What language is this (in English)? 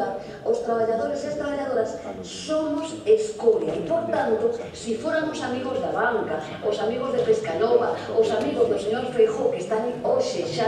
Galician